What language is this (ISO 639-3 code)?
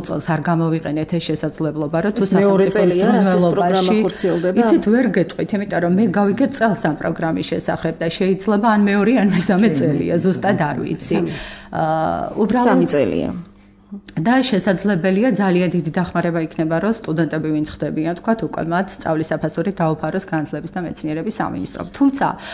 kat